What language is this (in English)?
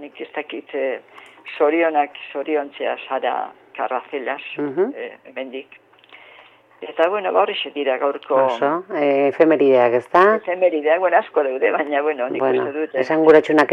Basque